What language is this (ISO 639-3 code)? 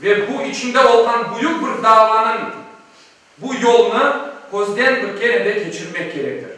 crh